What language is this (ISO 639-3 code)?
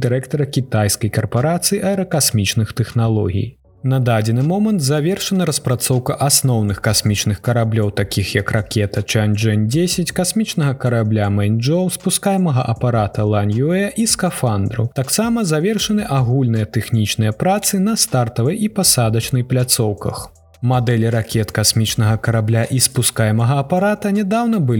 bel